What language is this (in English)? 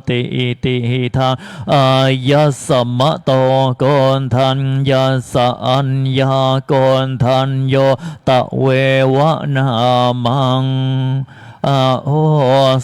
Pali